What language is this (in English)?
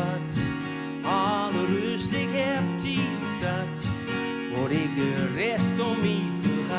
Gronings